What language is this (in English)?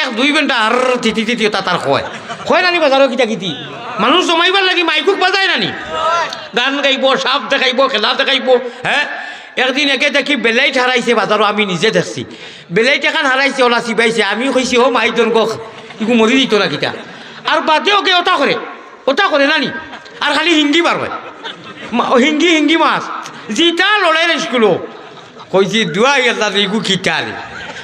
Sylheti